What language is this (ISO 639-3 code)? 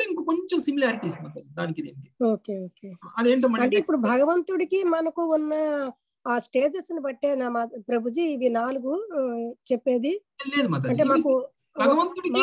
tel